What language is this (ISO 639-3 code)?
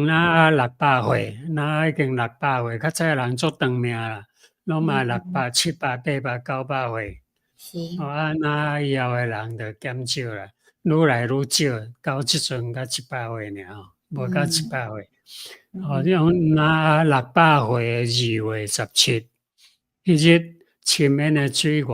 nan